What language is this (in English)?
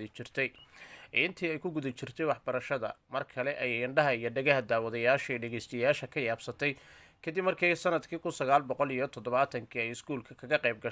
Somali